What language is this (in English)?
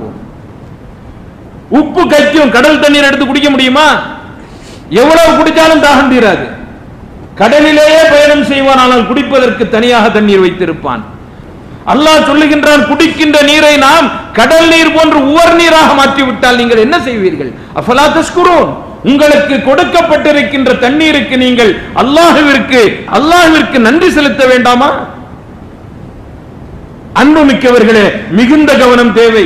Tamil